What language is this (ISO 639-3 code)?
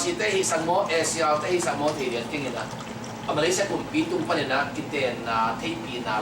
ctd